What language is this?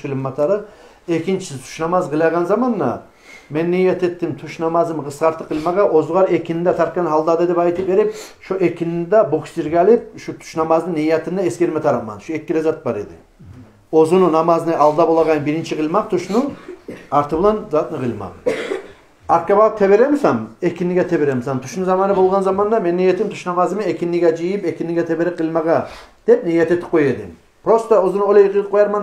Kumyk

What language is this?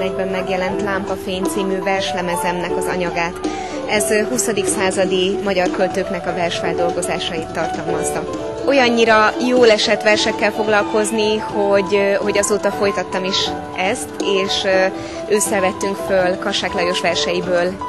Hungarian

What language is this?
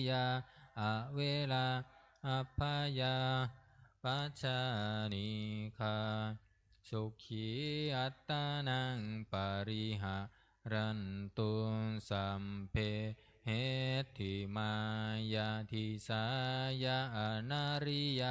Pali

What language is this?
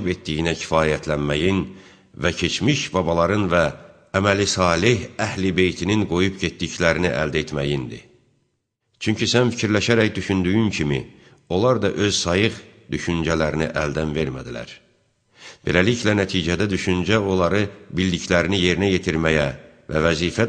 Azerbaijani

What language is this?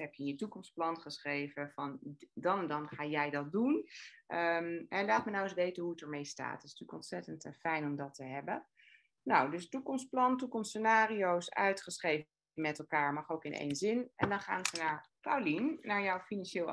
Dutch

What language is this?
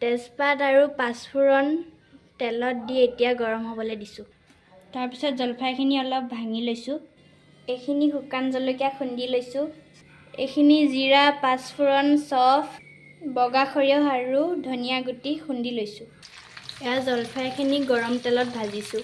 Assamese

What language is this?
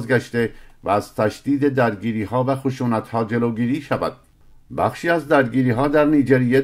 Persian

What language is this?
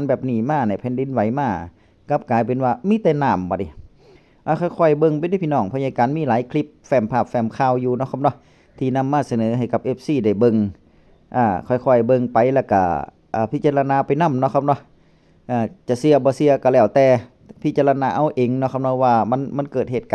Northeastern Thai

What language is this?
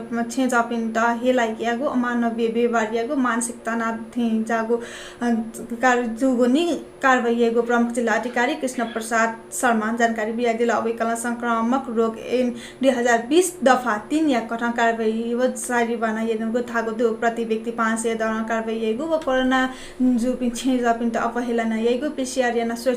Newari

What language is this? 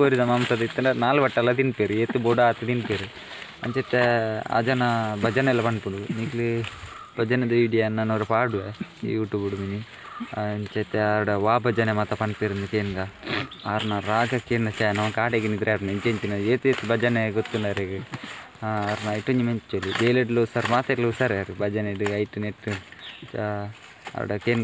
Tulu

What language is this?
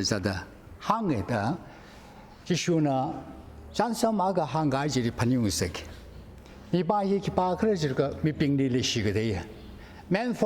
Tangkhul Naga (India)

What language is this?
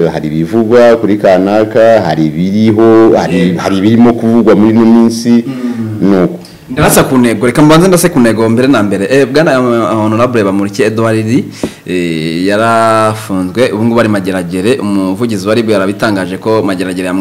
Kinyarwanda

